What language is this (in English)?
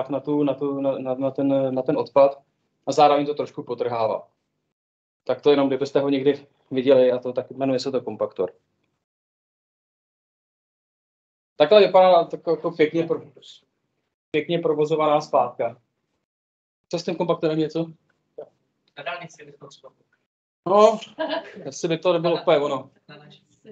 Czech